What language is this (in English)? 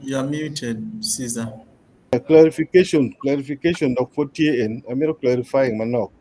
Acoli